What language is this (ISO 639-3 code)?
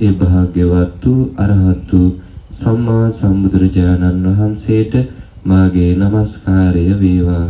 sin